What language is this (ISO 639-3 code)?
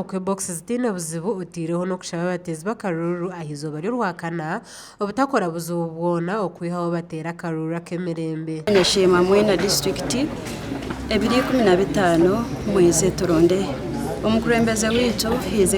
nyn